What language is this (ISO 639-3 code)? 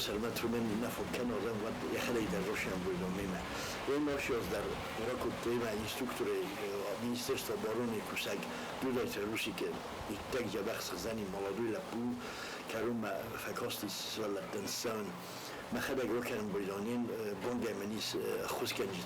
oss